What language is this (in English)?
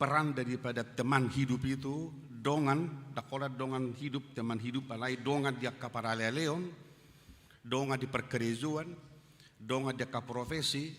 Batak Toba